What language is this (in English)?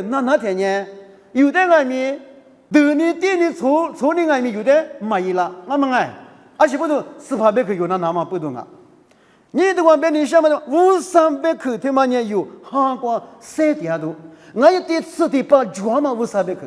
Lisu